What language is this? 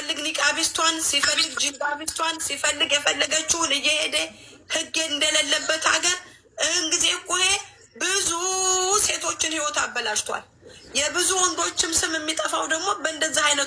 Amharic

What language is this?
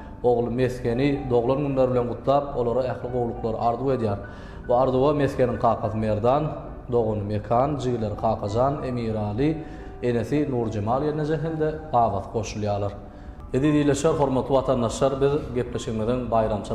Turkmen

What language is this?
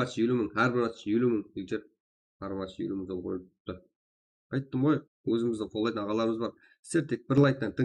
Kara-Kalpak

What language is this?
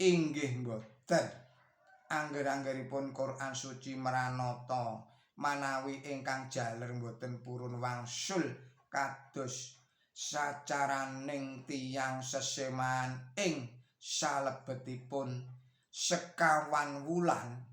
Javanese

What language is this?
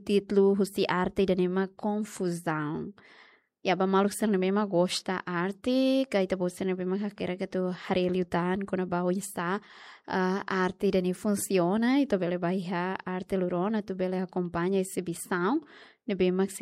Tetum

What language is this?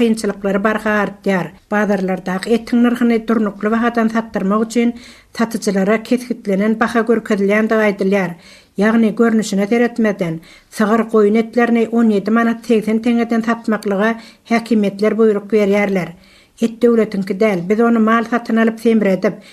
Turkmen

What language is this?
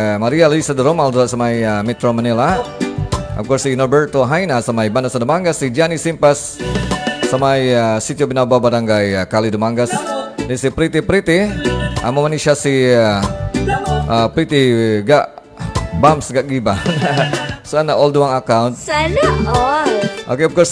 Hiligaynon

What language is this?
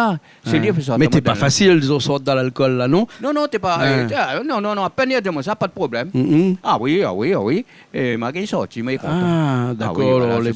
Réunion Creole French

